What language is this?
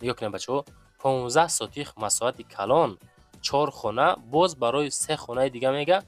Tajik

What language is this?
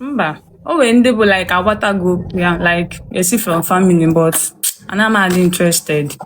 Igbo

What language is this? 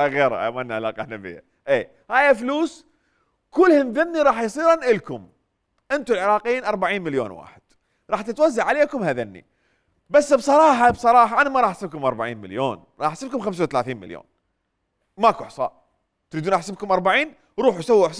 Mesopotamian Arabic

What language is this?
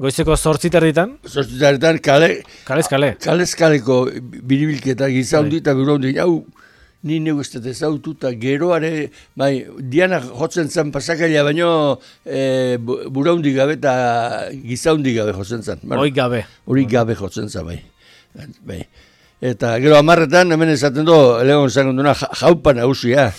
Basque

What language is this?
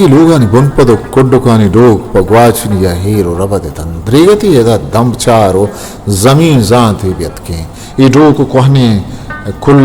Eastern Balochi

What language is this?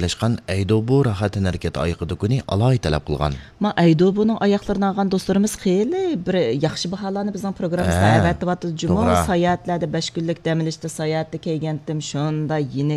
Uyghur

